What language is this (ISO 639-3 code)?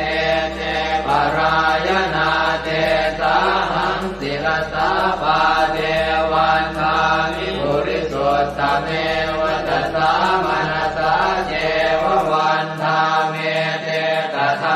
pli